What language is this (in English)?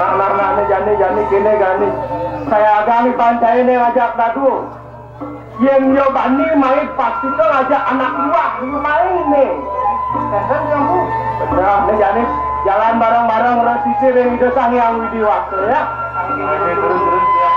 Balinese